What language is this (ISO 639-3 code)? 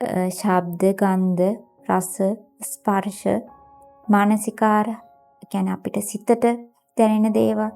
sin